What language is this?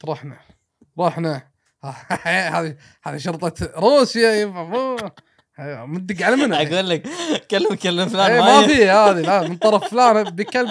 Gulf Arabic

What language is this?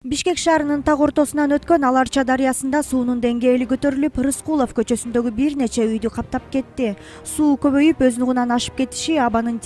Kyrgyz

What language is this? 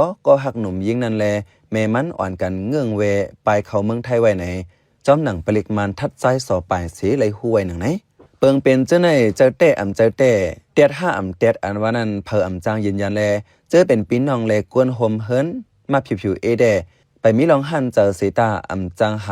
Shan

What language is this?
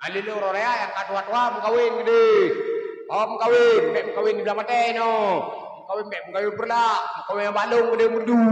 Achinese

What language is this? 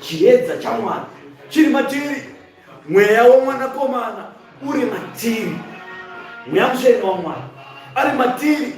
Shona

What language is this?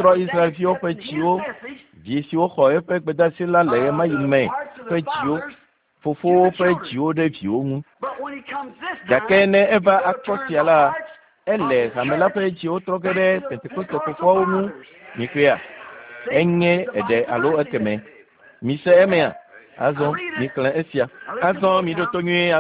Ewe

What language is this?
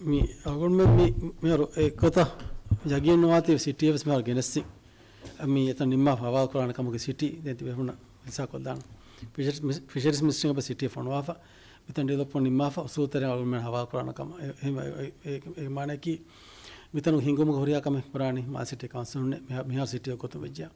Divehi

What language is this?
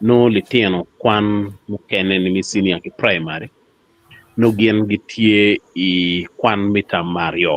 Acoli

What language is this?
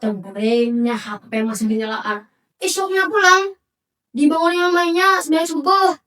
Banjar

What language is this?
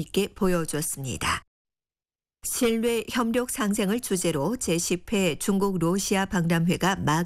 Korean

